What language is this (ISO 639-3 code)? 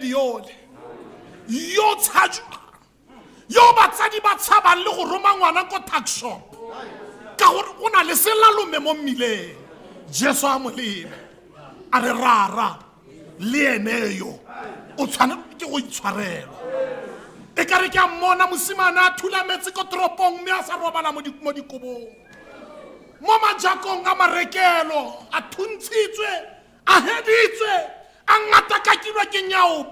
tsn